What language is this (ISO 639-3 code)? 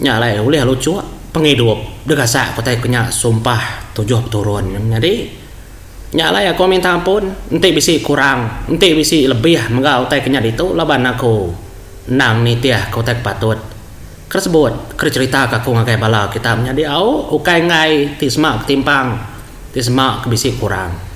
iba